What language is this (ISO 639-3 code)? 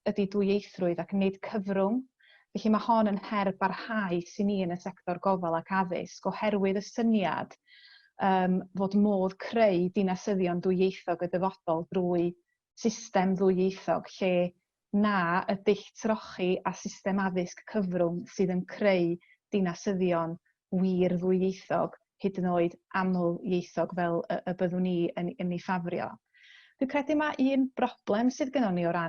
cym